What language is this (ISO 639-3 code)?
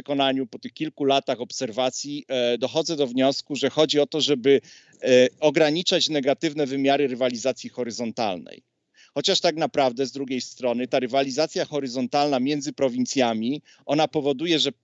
pol